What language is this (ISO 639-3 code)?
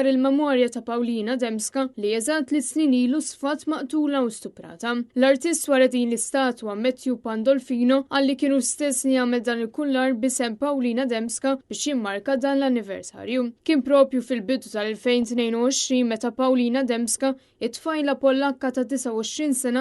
mlt